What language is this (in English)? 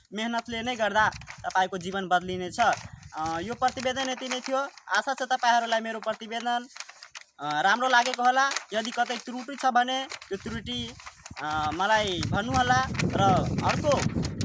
Nepali